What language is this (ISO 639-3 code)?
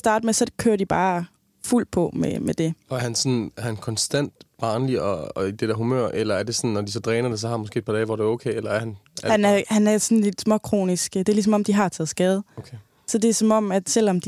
dan